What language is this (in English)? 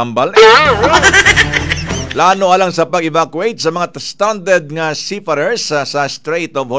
Cebuano